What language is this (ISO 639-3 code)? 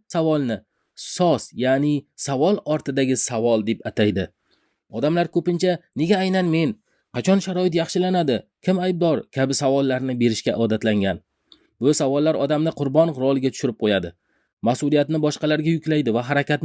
uzb